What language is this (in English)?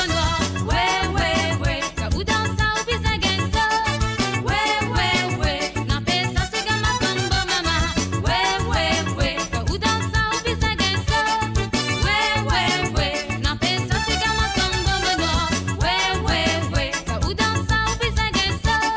Morisyen